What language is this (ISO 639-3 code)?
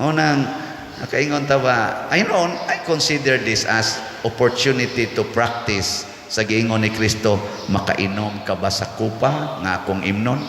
ceb